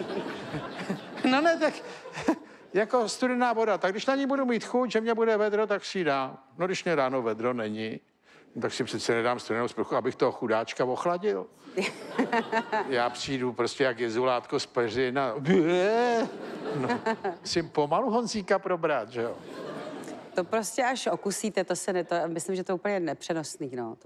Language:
Czech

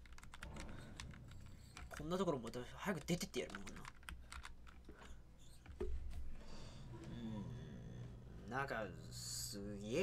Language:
Japanese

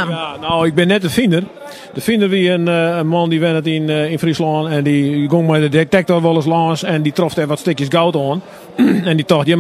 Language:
Western Frisian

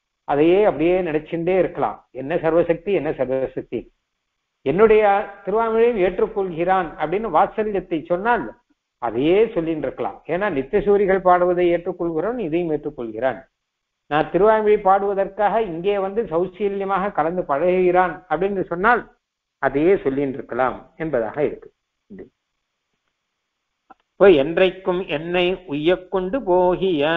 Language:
Tamil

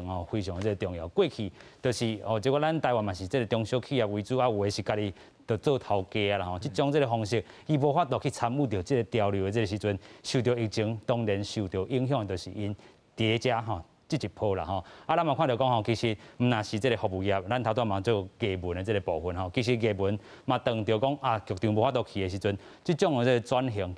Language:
Min Nan Chinese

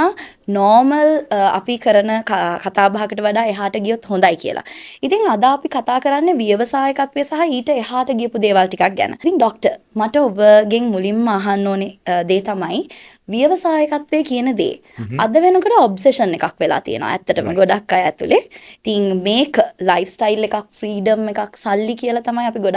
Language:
Sinhala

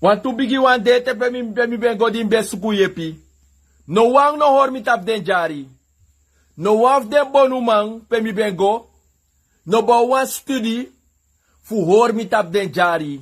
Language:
Sranan Tongo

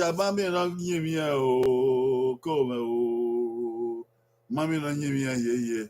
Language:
Bini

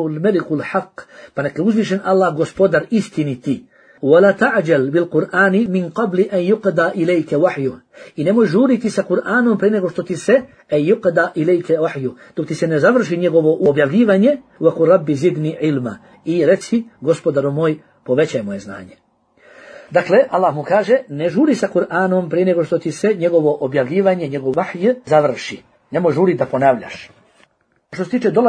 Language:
Bosnian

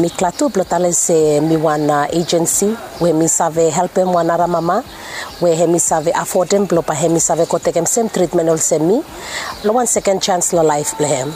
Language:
Bislama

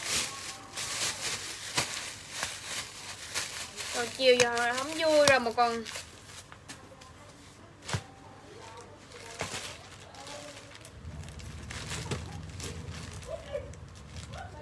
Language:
Vietnamese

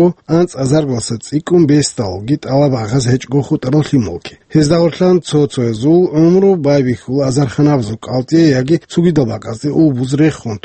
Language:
Avaric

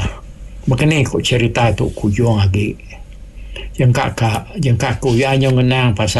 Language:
Iban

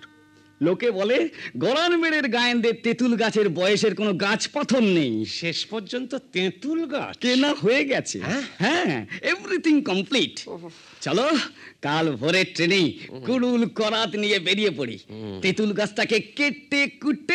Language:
Bangla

